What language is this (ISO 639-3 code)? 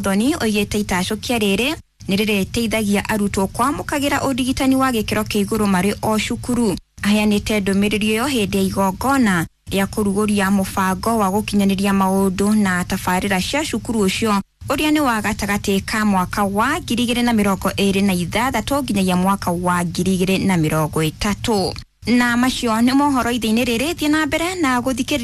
kik